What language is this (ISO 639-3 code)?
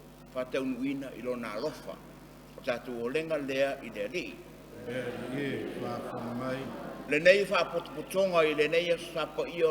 smo